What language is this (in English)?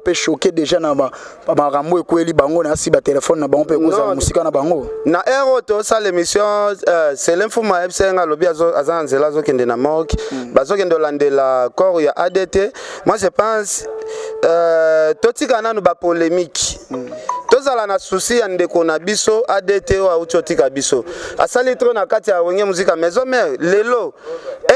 Lingala